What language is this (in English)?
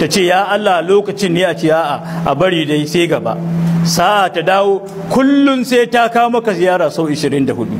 Hausa